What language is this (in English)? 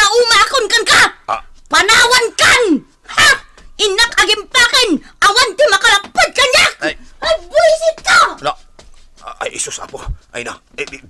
Iloko